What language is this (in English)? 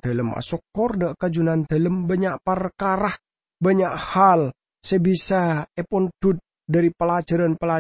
Madurese